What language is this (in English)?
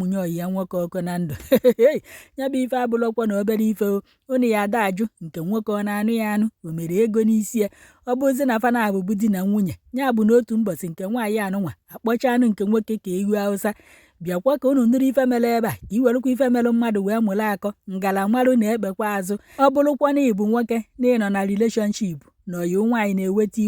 Igbo